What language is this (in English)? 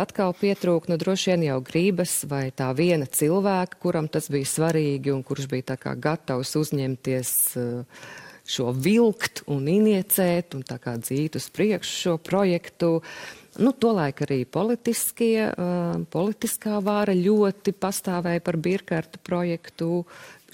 Latvian